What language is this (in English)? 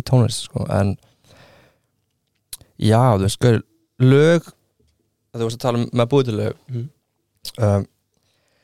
Icelandic